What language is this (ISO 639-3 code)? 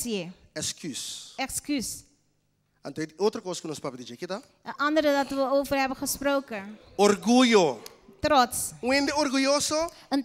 pap